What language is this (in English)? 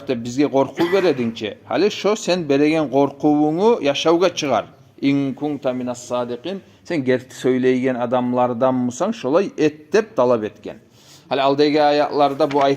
Kumyk